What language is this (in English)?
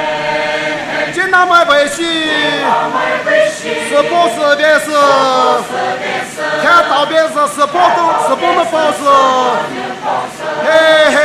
Poumei Naga